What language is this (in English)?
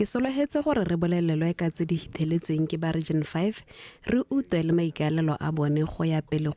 Tswana